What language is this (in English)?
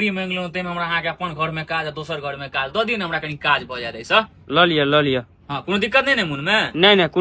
Maithili